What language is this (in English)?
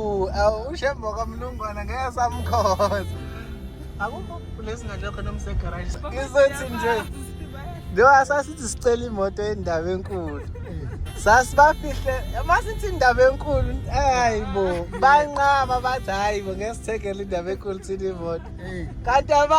Zulu